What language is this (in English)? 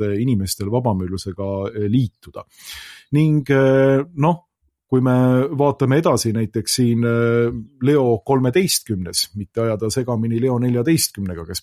Estonian